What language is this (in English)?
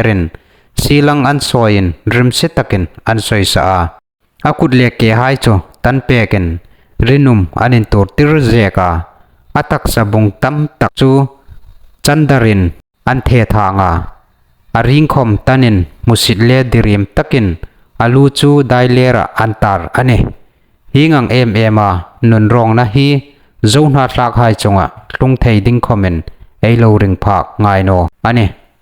Hmar